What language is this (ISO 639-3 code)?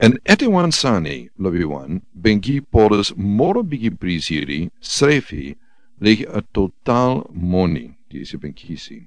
srn